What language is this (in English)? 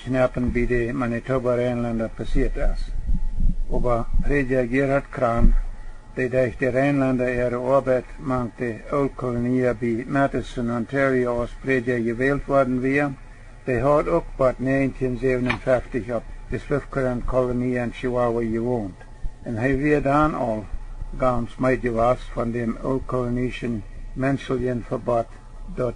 Plautdietsch